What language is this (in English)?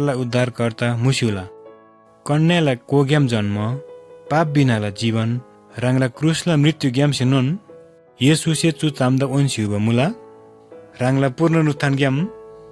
Eastern Tamang